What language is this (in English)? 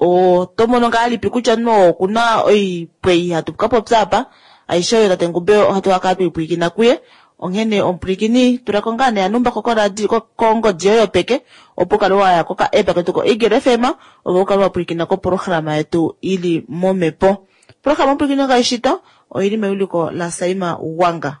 Kuanyama